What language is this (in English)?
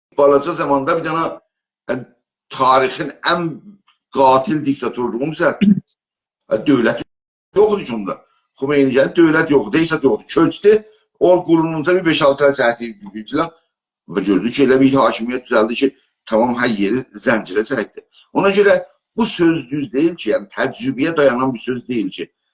South Azerbaijani